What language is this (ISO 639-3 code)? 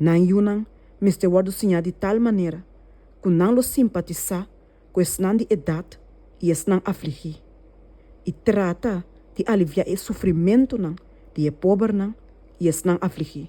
pap